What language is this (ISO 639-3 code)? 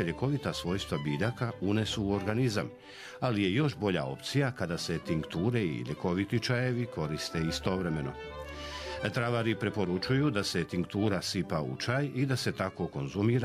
hrv